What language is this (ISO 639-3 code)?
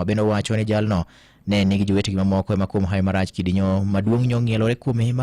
luo